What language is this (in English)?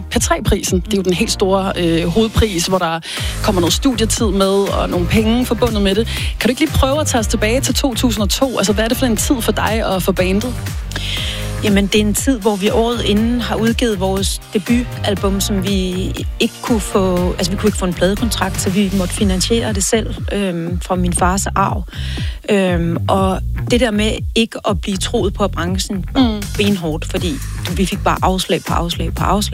Danish